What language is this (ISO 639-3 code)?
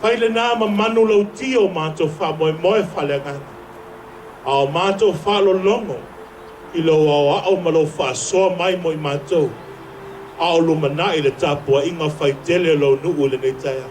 smo